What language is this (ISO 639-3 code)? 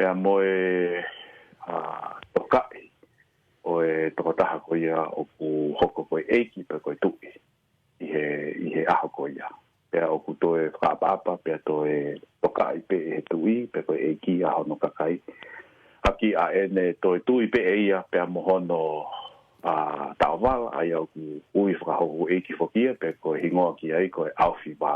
ton